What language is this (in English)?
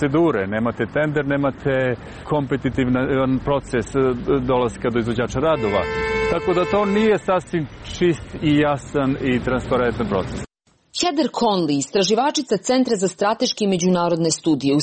Croatian